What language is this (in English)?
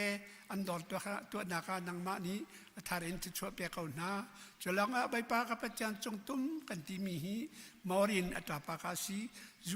Hakha Chin